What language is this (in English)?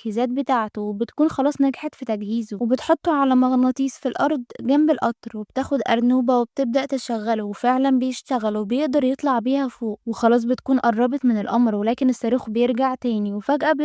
Egyptian Arabic